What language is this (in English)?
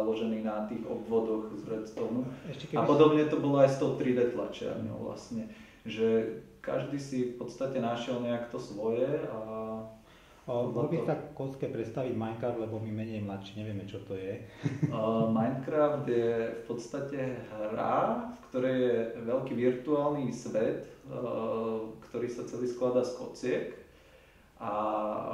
Slovak